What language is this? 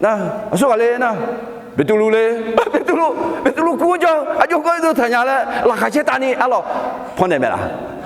Akha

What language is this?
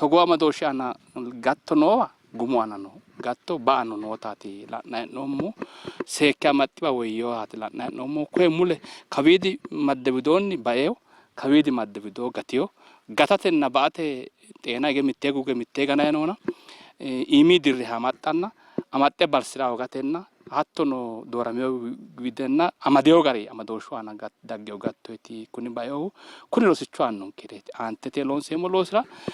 Sidamo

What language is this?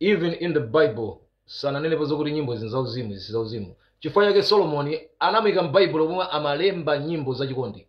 Nyanja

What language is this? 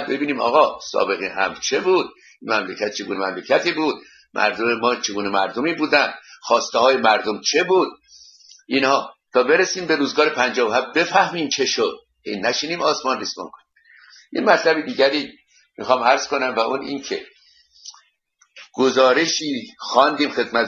Persian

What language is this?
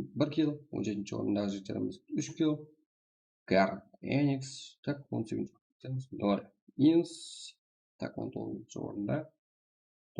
Kara-Kalpak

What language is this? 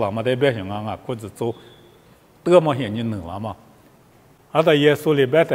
Lisu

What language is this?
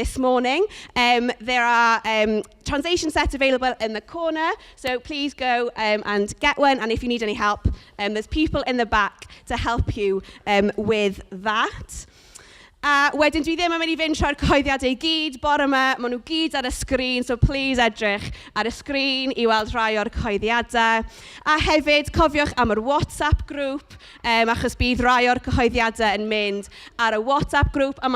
Welsh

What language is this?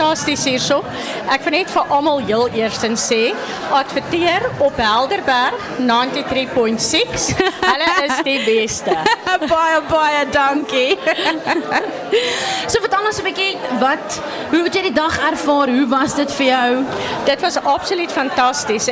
Afrikaans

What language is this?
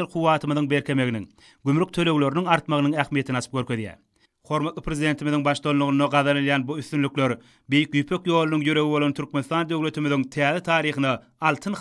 Turkmen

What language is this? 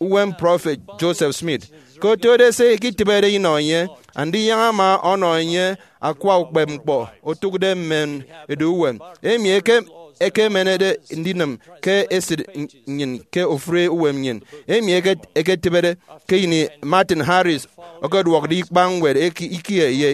Efik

